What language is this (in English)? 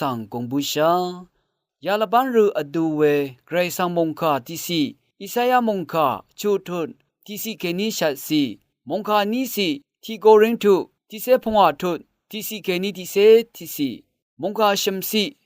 Rawang